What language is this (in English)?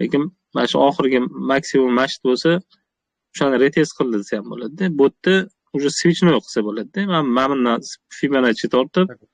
Uzbek